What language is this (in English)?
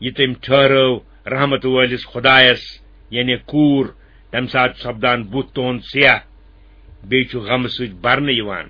Kashmiri